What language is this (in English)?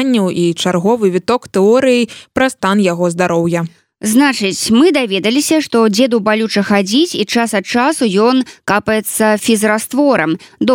Belarusian